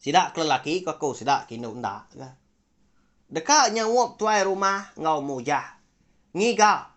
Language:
Iban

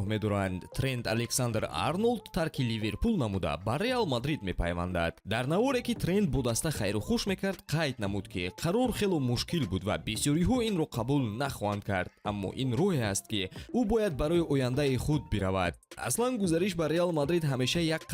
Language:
Tajik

